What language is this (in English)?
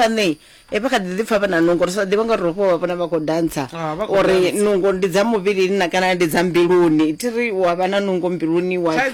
Venda